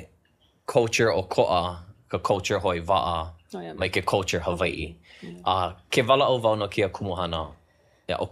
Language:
Hawaiian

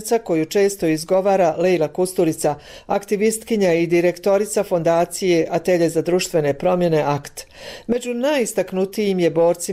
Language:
Bosnian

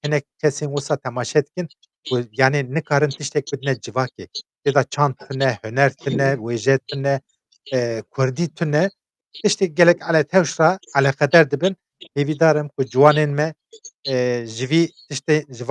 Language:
Kurdish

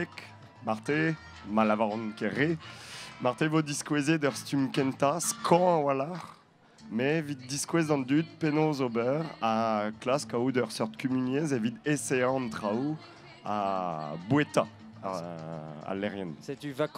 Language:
Breton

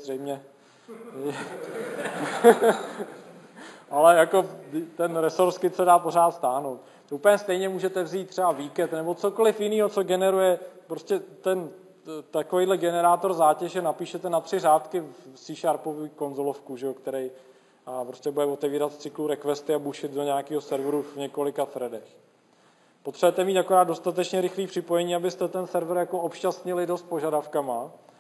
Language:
Czech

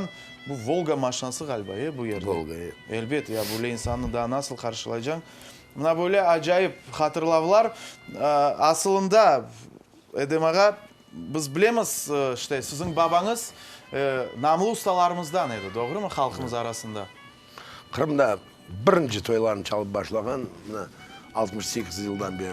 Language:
Crimean Tatar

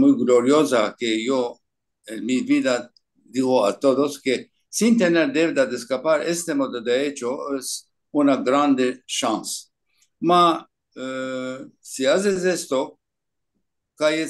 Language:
Ladino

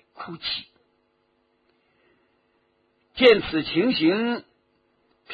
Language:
Chinese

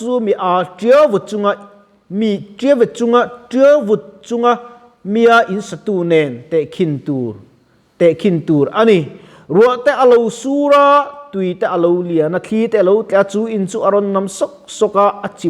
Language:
Mizo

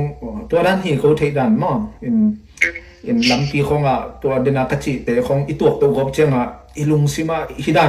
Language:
Tedim Chin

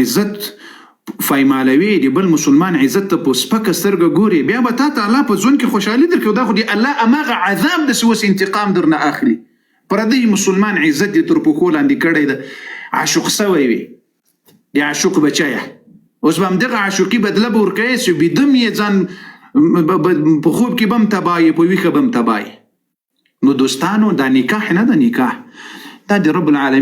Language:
Pashto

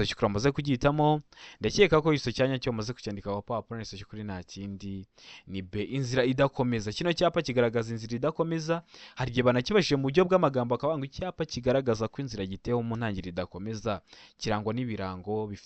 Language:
Kinyarwanda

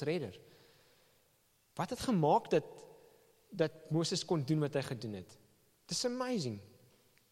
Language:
Afrikaans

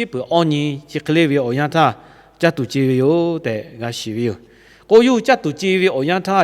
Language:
Lahu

